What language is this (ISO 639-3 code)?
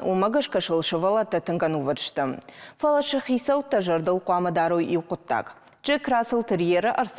oss